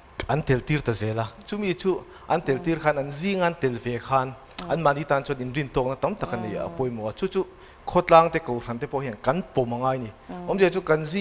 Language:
Mizo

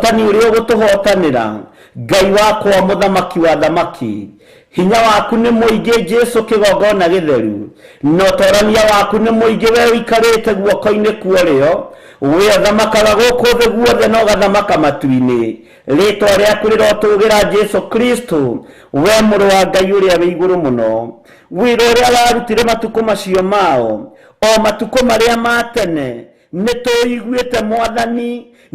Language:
Kikuyu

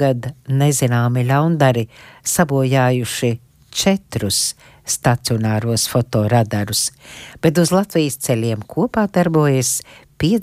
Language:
Latvian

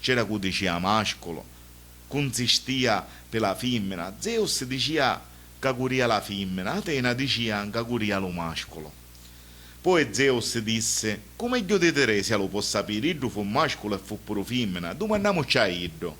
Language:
Sicilian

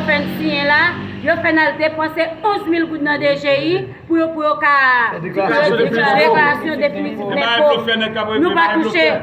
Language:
Haitian Creole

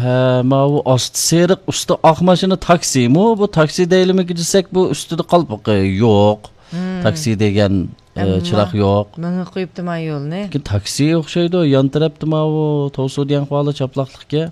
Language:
Uyghur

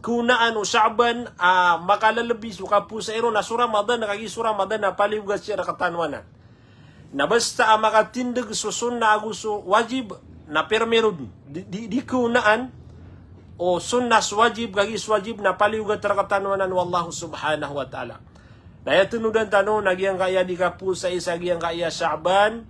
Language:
Maranao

